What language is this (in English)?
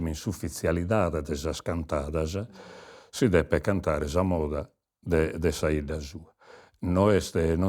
Sardinian